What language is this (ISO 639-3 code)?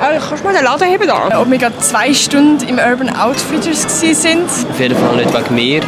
gsw